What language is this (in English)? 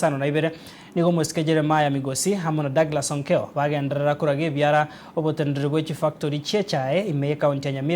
Gusii